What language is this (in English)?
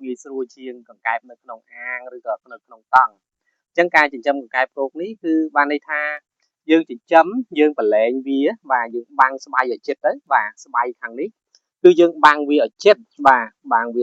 Khmer